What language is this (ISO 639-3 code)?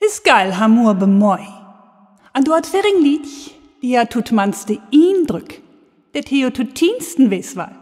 frr